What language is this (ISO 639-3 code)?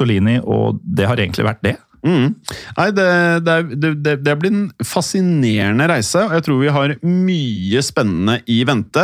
nor